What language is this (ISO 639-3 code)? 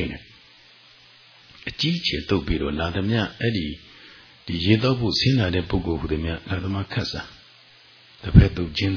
mya